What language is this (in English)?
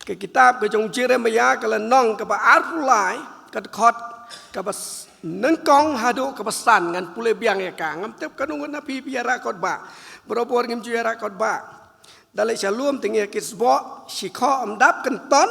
Khasi